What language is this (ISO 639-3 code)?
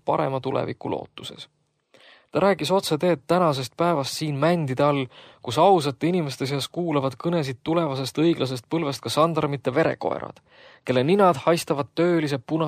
est